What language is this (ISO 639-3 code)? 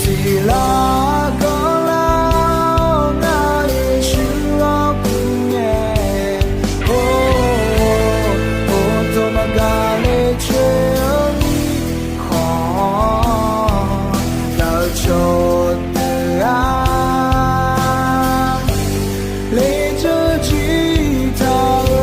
ahk